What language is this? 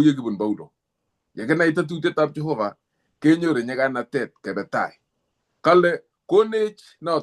Kalenjin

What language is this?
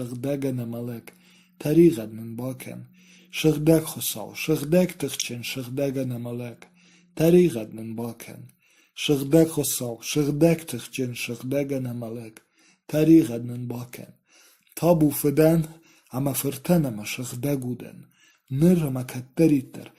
Ossetic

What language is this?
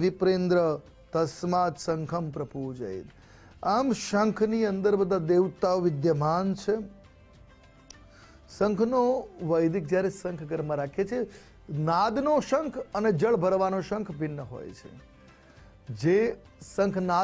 Gujarati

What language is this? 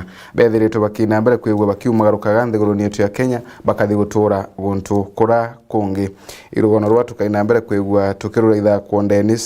Meru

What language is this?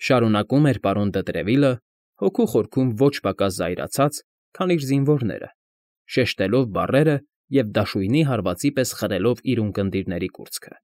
Armenian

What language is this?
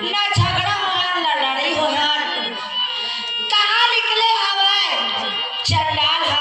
Chhattisgarhi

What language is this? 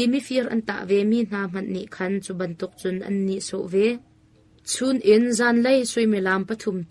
Hakha Chin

